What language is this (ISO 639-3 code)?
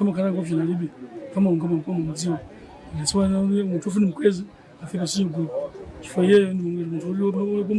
nya